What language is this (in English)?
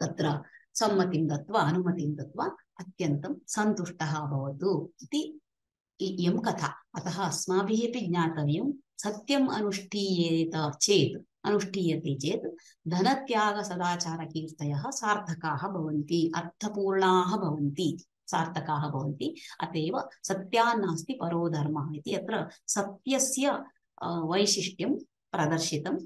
Sanskrit